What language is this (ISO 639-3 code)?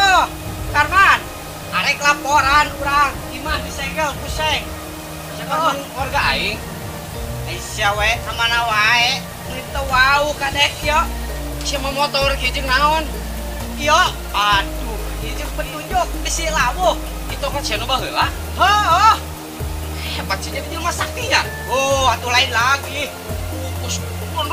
sun